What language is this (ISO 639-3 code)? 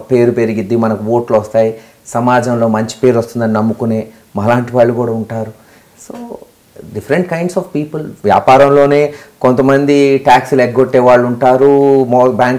tel